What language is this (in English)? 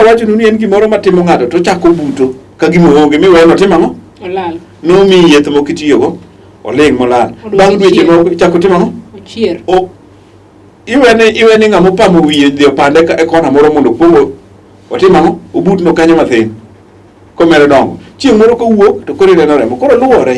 Luo (Kenya and Tanzania)